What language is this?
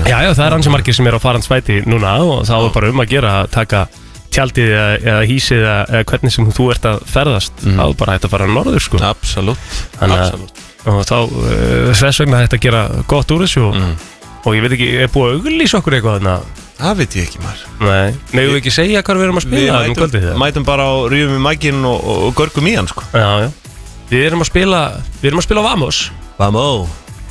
Icelandic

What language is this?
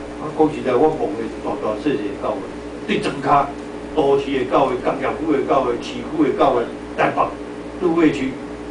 Min Nan Chinese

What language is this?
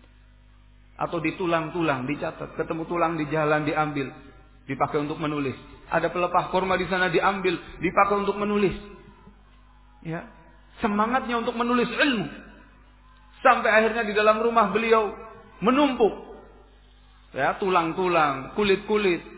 Indonesian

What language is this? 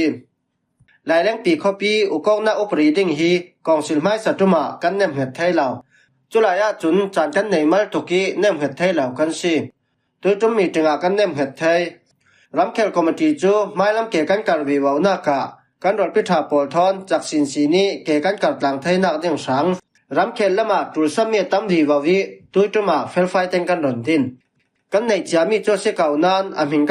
Falam Chin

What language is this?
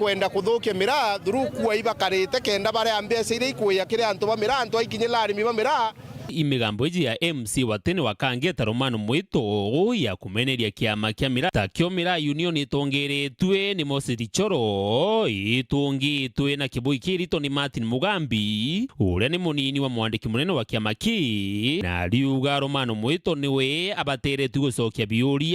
Meru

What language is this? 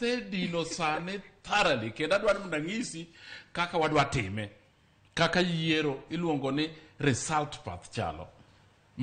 Luo (Kenya and Tanzania)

